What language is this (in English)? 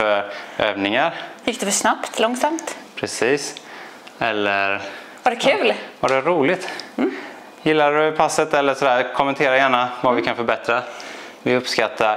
Swedish